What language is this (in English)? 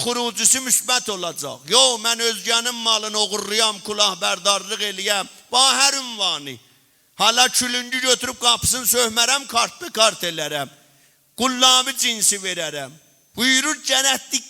South Azerbaijani